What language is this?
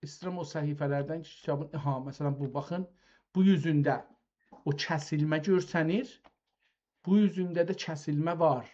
South Azerbaijani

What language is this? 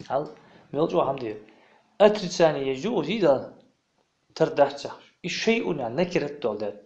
Ingush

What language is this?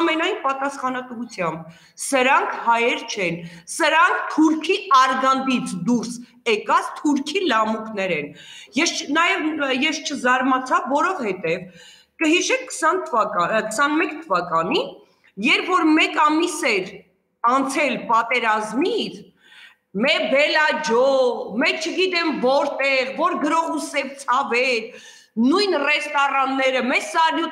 Armenian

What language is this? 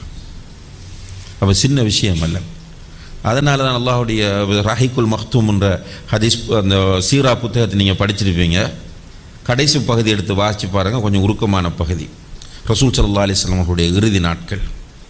Tamil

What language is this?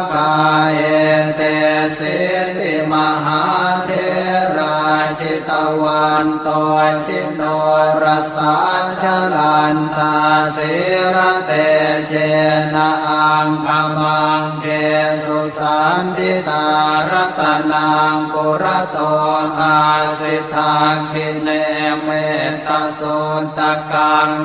Pali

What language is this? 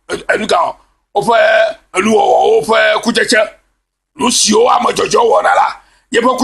Ewe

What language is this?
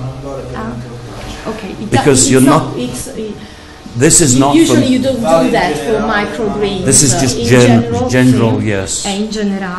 Italian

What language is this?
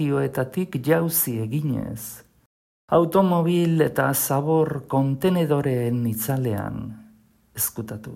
Basque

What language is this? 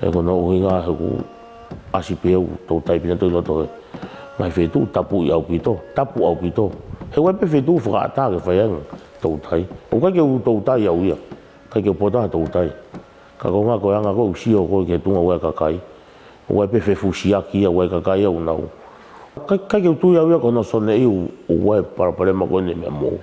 Tongan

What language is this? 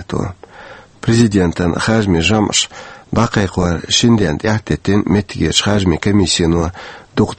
Chechen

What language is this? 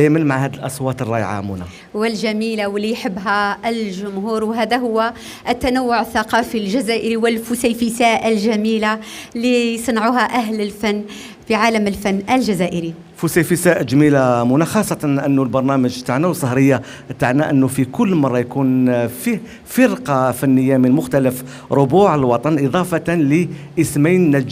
Algerian Arabic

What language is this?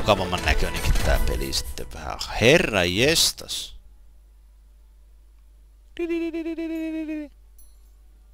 Finnish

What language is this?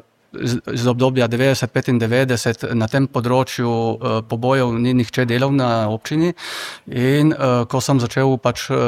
Slovenian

